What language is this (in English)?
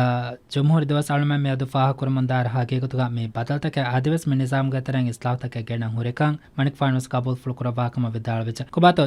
Divehi